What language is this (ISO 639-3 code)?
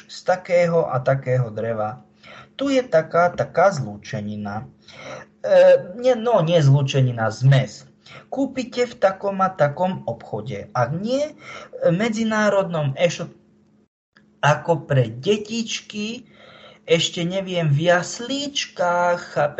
slk